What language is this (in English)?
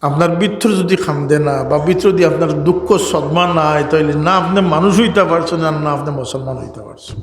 Sylheti